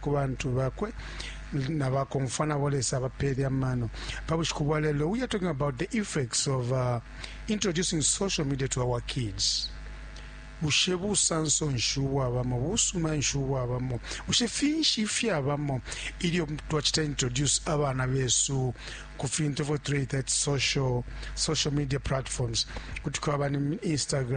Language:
Bemba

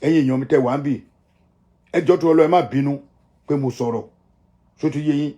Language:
Yoruba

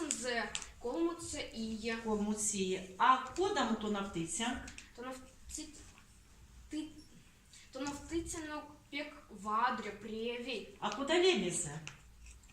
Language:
Erzya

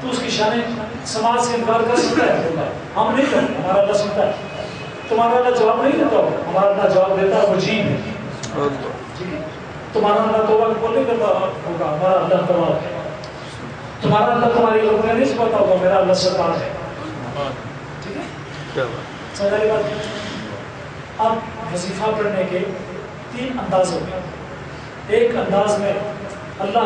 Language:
Urdu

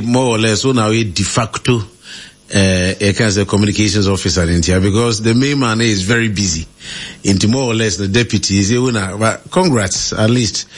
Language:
Akan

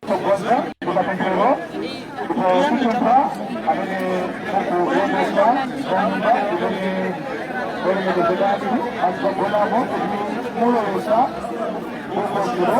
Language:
Nyanja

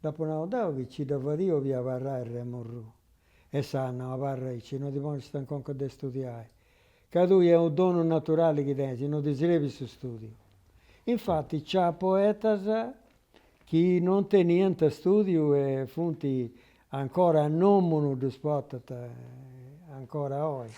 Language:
Sardinian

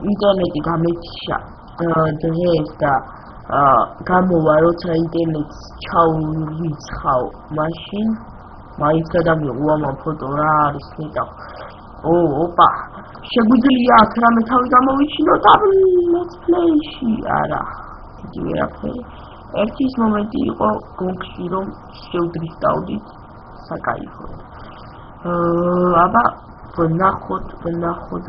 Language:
Georgian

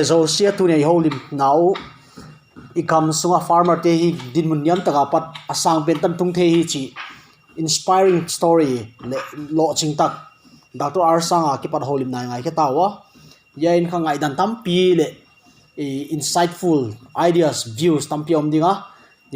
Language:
Paite Chin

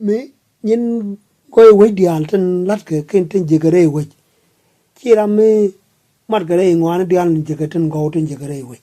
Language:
Nuer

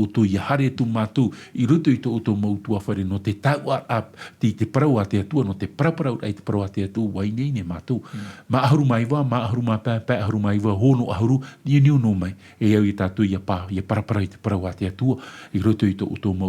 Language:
Tahitian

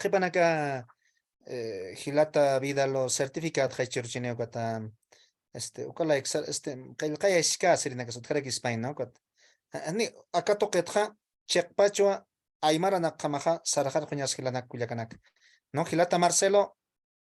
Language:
Aymara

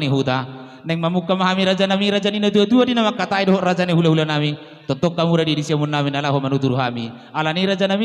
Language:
Batak Toba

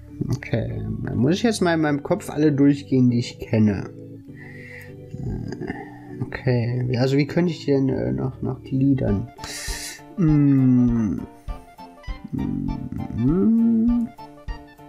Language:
German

